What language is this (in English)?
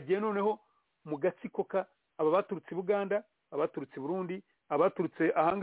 Kinyarwanda